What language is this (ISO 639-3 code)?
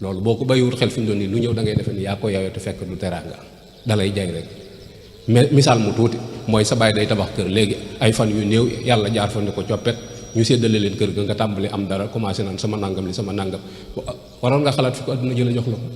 wol